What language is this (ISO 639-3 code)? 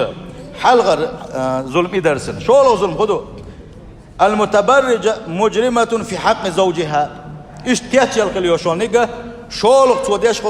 che